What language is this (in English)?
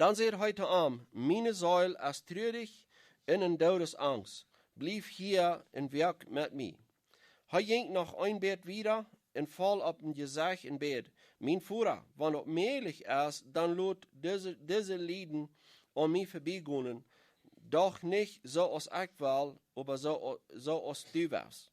Plautdietsch